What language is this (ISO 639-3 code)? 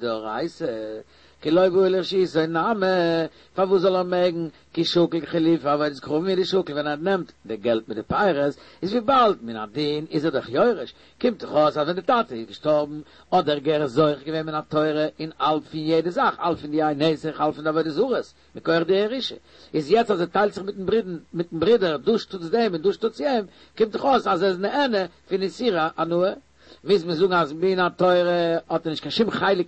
yid